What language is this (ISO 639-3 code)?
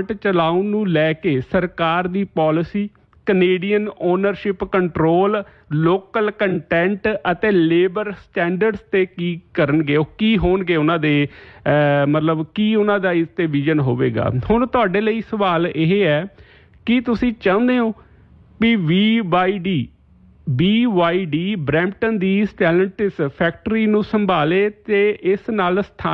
pan